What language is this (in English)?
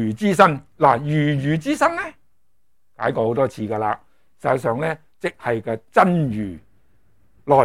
Cantonese